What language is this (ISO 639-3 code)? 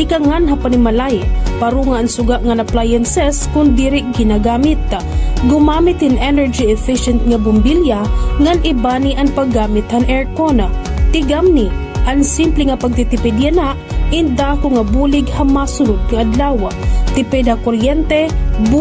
war